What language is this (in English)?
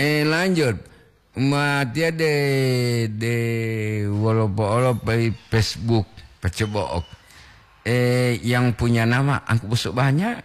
Gorontalo